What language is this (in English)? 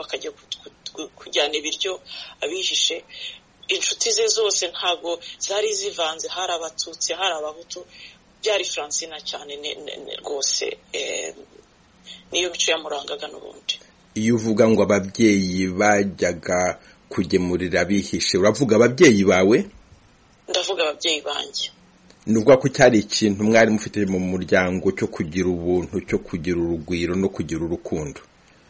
Kinyarwanda